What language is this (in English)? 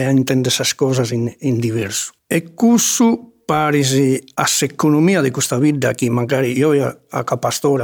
Sardinian